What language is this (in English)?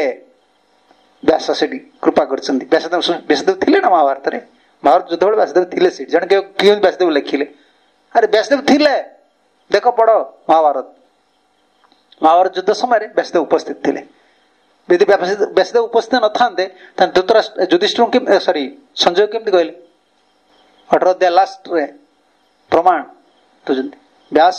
Odia